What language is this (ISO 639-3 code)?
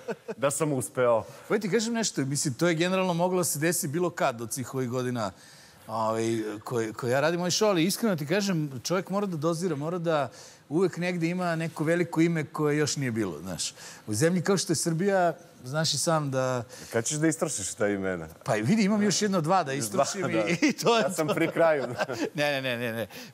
srp